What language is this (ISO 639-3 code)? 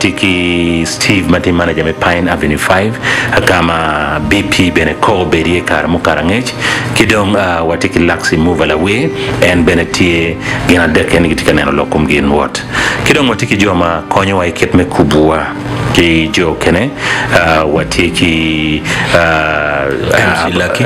ach